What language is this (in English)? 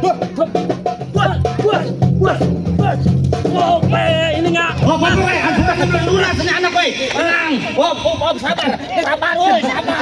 Betawi